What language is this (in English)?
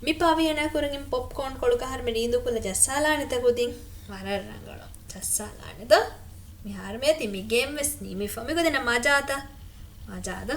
Divehi